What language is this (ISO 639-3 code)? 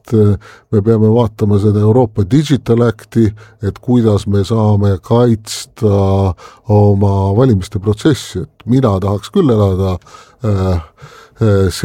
est